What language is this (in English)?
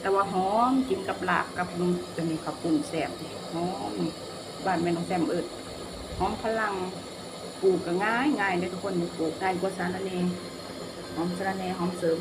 Lao